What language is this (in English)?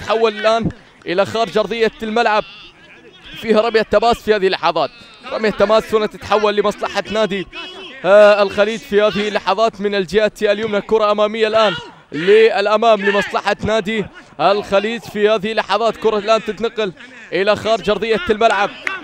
Arabic